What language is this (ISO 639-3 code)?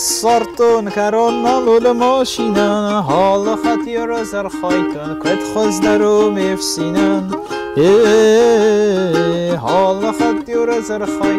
oss